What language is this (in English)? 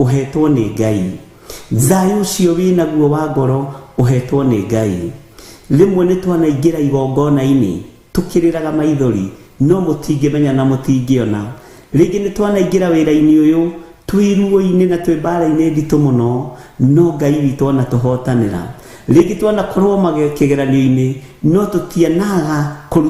Kikuyu